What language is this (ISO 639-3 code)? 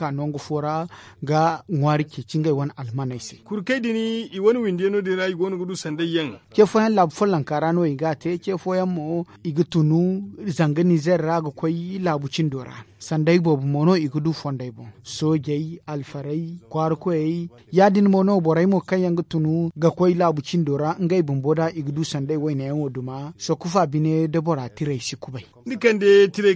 dje